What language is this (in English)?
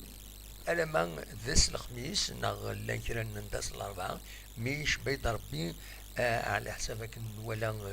Kabyle